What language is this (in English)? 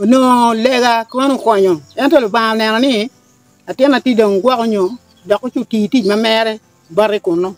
Acoli